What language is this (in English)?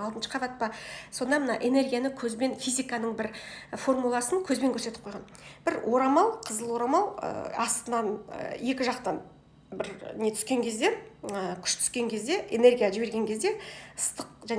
Kazakh